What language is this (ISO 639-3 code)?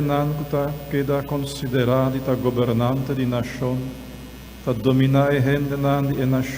pap